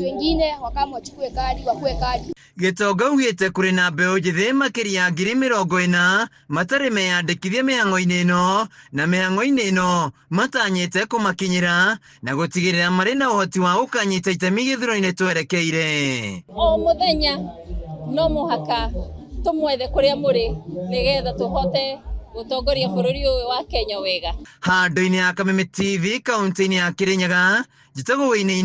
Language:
Kikuyu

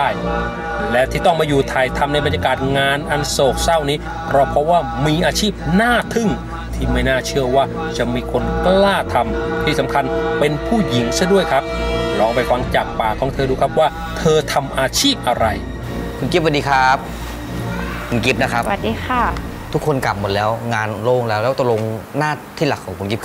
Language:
Thai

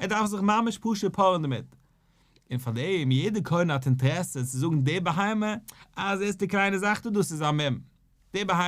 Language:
Yiddish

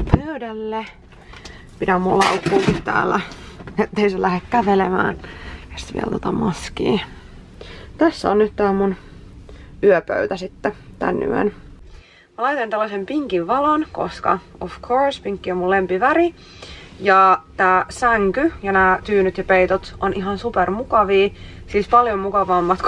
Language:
Finnish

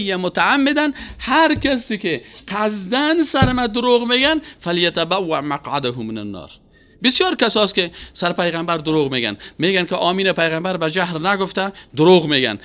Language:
Persian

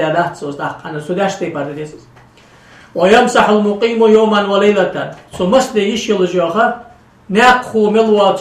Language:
Ingush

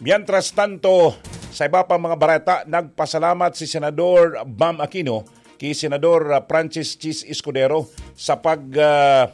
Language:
Bikol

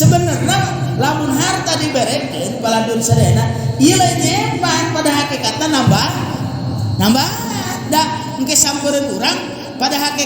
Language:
Sundanese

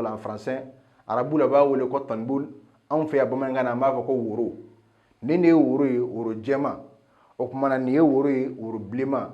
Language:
Bambara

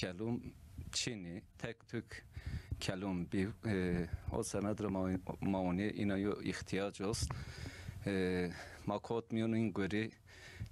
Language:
Zaza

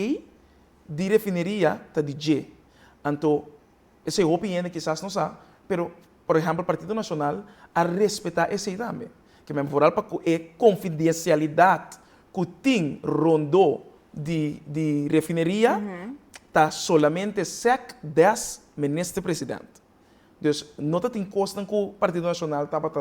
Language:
Papiamento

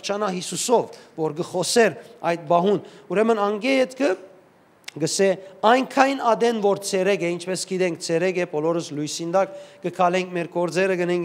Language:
Western Armenian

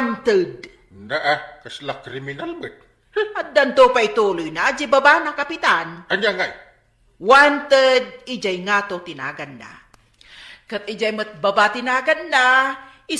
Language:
Iloko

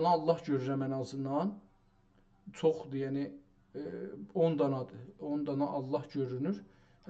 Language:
South Azerbaijani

